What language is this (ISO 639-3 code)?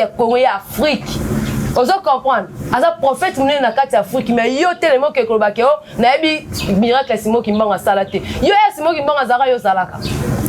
lin